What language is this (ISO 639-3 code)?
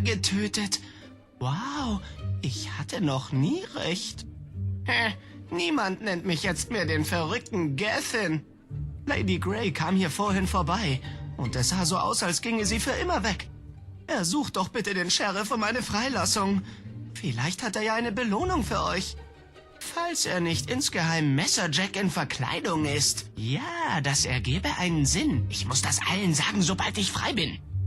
gsw